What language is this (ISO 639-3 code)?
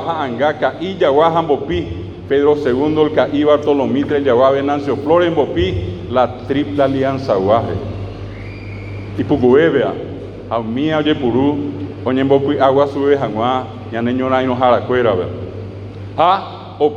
grn